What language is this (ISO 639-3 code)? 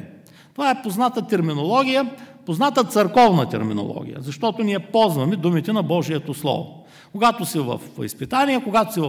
bul